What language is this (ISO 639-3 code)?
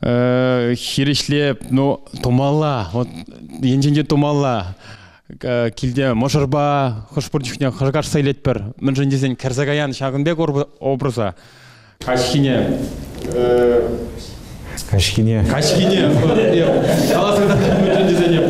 chv